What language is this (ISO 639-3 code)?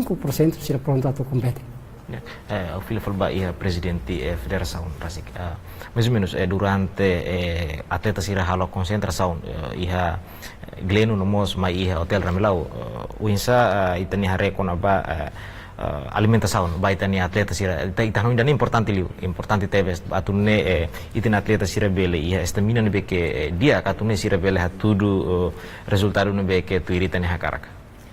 tet